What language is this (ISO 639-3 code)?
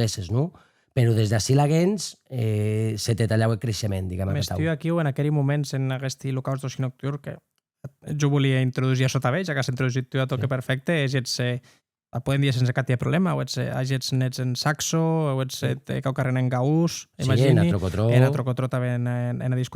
oci